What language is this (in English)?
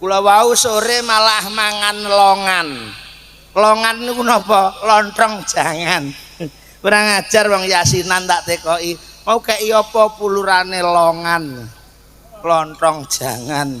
Javanese